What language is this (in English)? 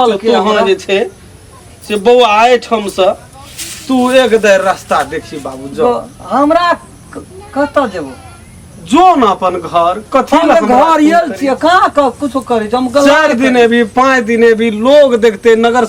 Maithili